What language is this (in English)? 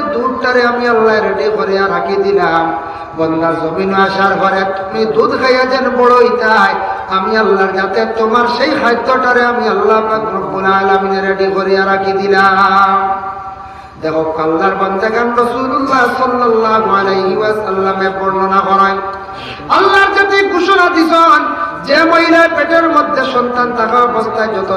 Sylheti